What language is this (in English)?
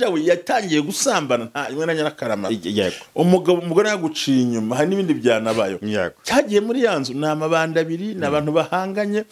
Kinyarwanda